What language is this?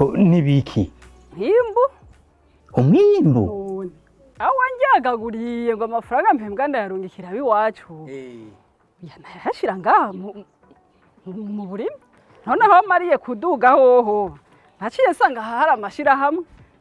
Rundi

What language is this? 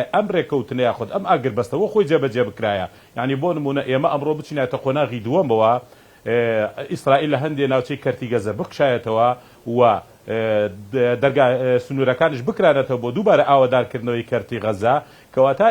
Central Kurdish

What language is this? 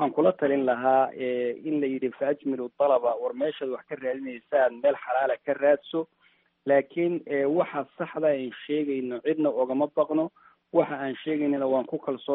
Somali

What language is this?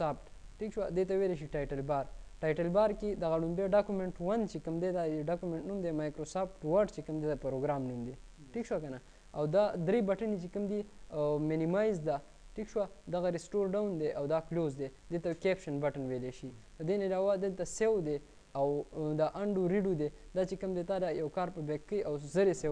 Pashto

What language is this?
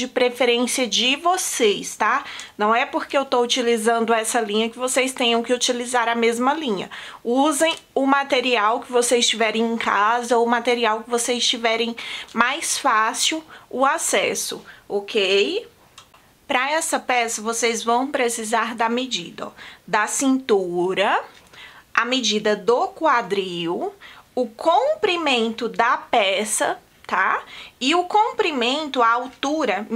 Portuguese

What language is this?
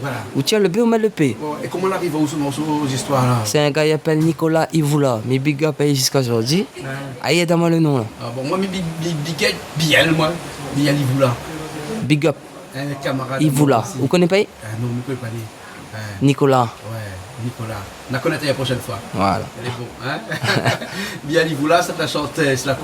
Réunion Creole French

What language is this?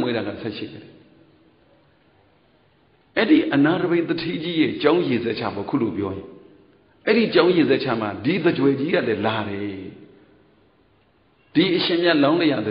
Burmese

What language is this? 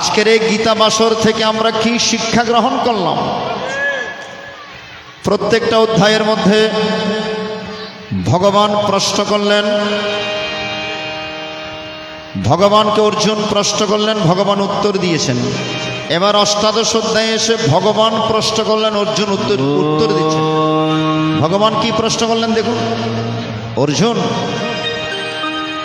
Bangla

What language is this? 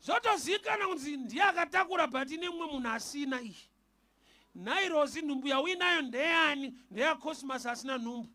Shona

